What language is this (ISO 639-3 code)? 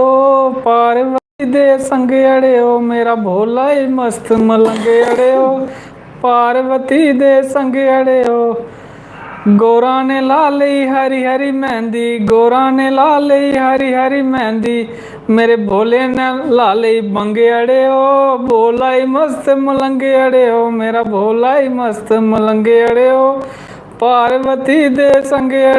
doi